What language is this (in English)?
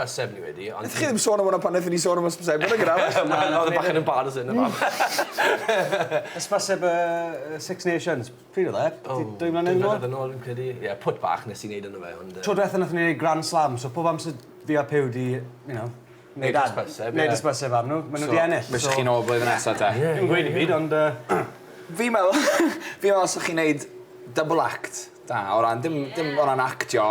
Welsh